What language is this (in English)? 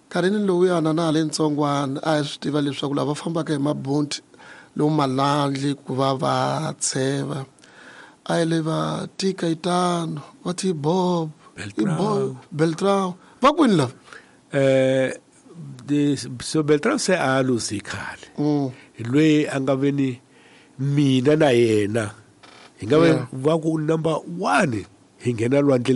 Tsonga